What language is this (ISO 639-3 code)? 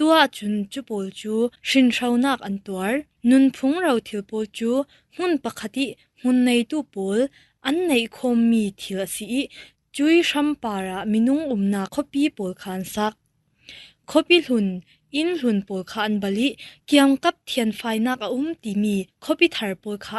cfm